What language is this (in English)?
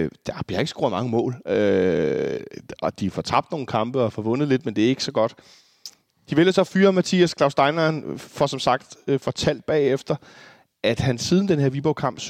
Danish